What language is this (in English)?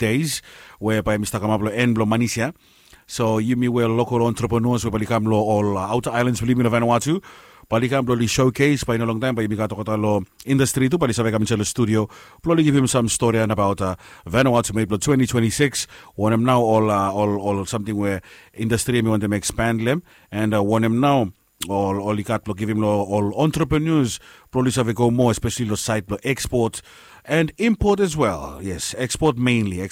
Bislama